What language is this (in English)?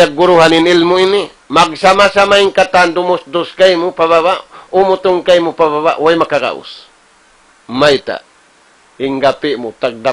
Tausug